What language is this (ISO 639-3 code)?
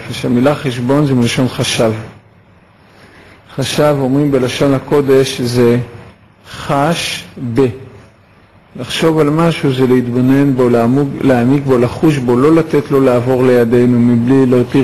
heb